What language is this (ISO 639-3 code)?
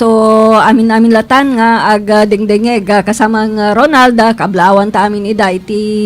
ilo